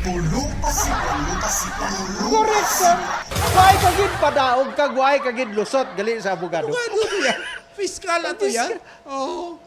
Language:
Hiligaynon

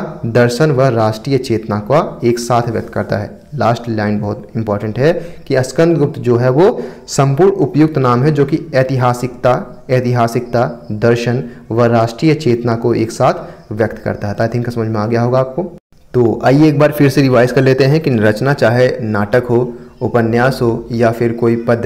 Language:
Hindi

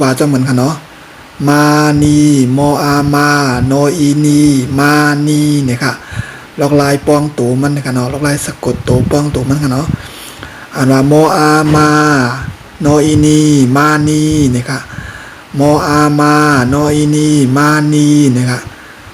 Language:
Shan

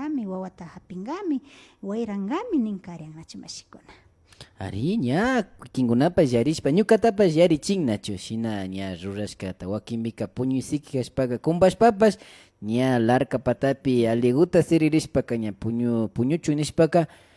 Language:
Imbabura Highland Quichua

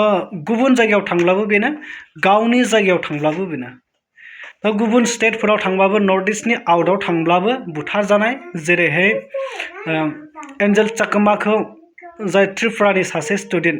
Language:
Bodo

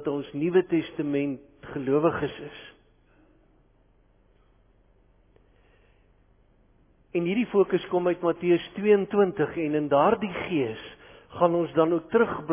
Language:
Afrikaans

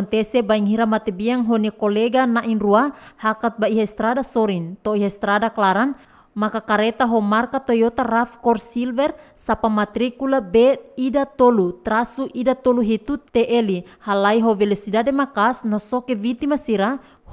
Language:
Tetum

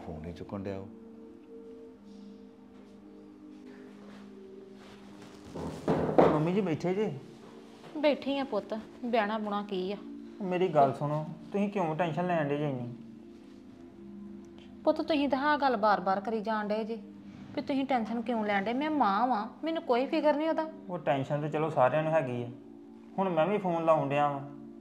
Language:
Punjabi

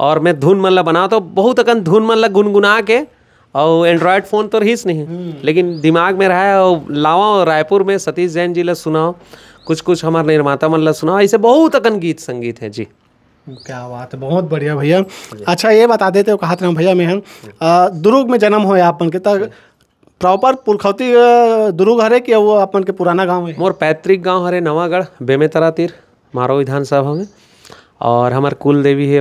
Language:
Chhattisgarhi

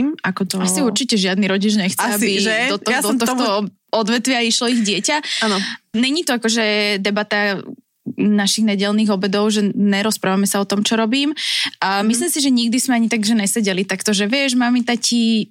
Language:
Slovak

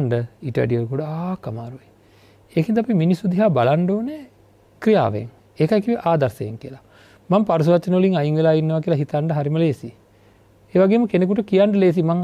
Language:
Sinhala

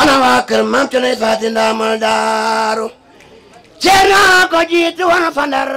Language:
Wolof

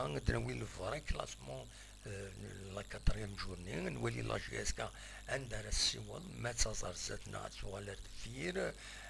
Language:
Kabyle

